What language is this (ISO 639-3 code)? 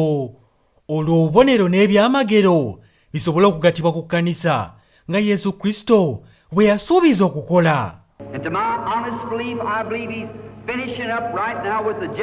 lug